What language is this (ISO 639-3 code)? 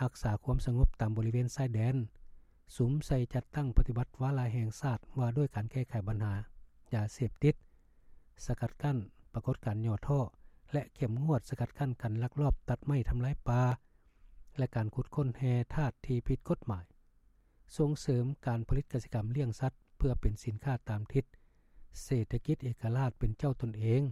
lao